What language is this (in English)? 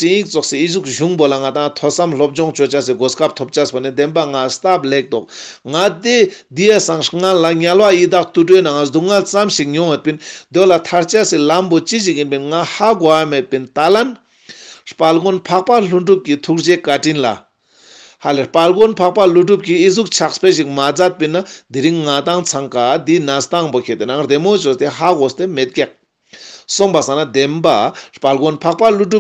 Ladakhi